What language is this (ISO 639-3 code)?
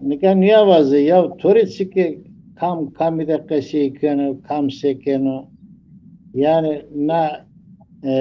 zza